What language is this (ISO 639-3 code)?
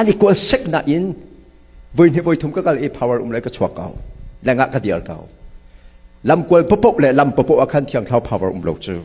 cnh